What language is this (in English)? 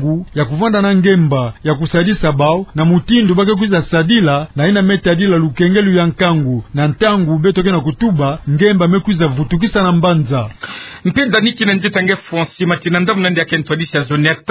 Kituba (Democratic Republic of Congo)